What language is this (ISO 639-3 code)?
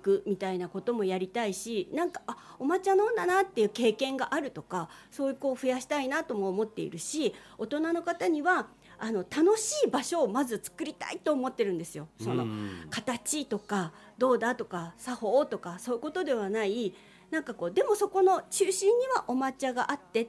jpn